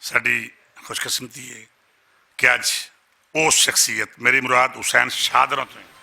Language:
Western Panjabi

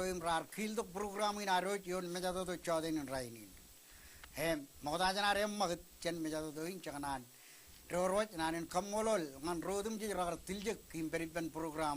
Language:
Marshallese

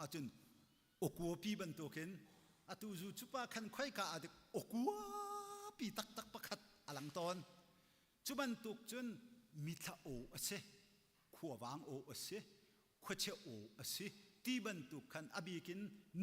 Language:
Hakha Chin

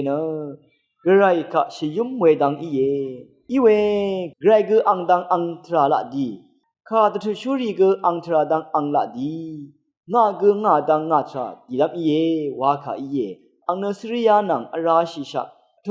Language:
Rawang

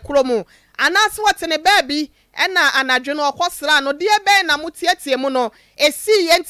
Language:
Akan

